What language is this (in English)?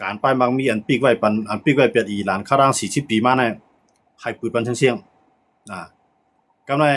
Shan